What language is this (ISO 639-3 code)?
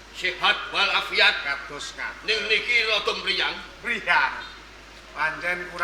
jav